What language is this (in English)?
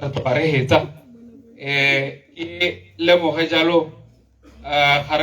Tswana